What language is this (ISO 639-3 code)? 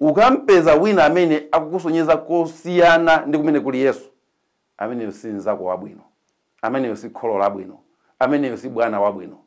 nya